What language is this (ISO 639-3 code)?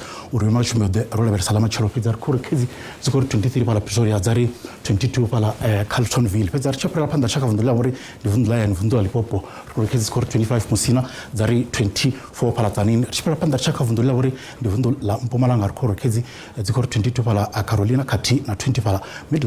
ven